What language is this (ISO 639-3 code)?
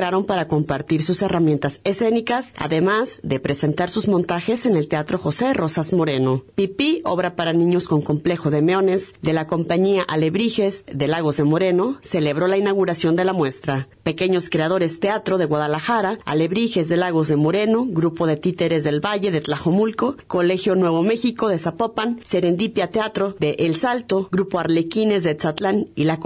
spa